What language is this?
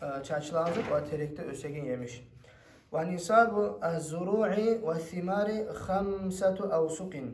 Kumyk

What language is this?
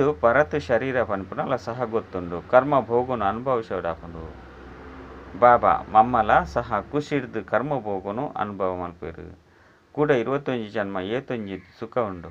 Tulu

